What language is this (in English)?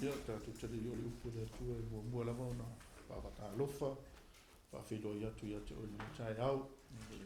Samoan